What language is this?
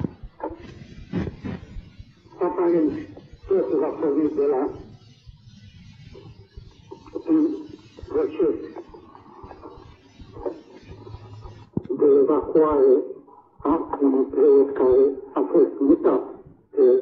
Romanian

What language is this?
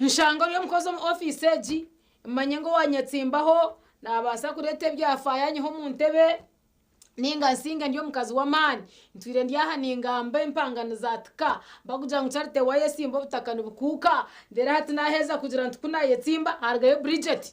Nyankole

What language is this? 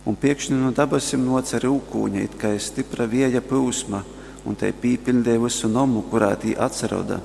Latgalian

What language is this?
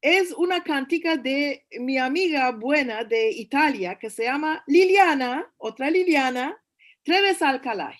Ladino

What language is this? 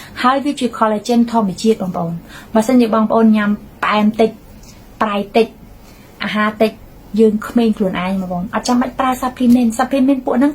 Khmer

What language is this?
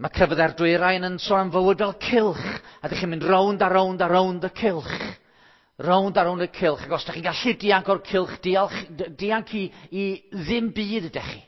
Welsh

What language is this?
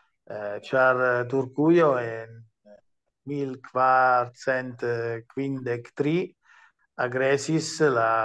Esperanto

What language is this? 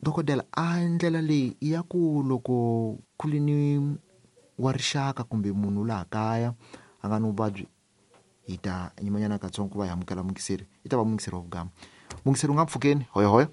Tsonga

